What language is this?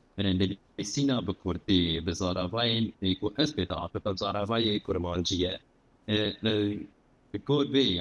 Kurdish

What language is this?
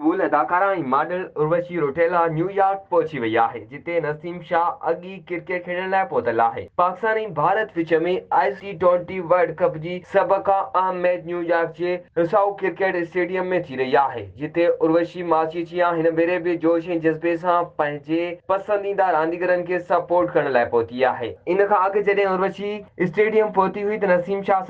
Sindhi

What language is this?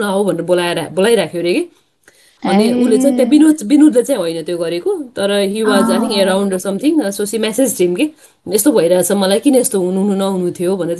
Nepali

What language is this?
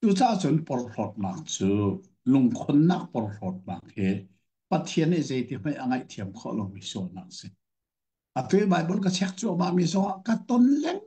Hakha Chin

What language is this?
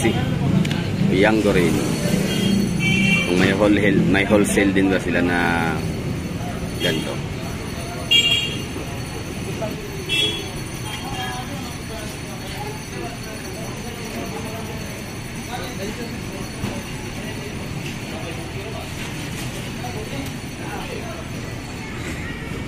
Filipino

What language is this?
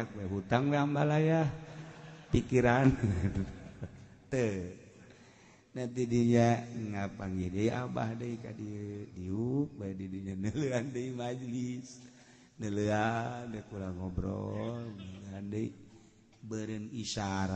Sundanese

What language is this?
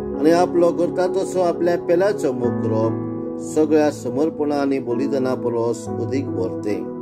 Konkani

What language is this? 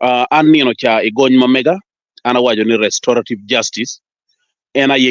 Acoli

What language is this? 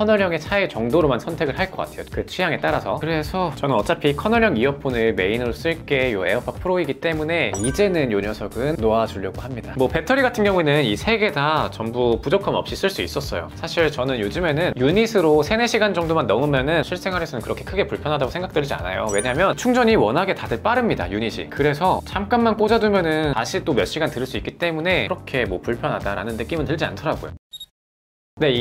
Korean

